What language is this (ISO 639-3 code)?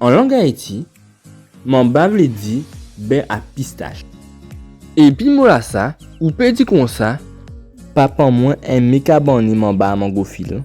gcf